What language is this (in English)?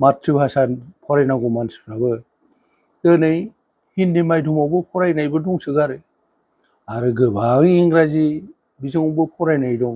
Bodo